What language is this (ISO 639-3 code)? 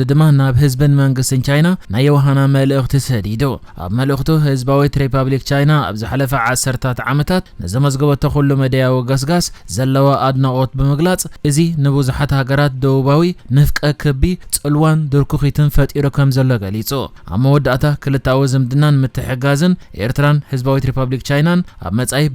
tir